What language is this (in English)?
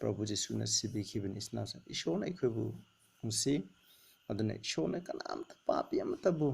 Manipuri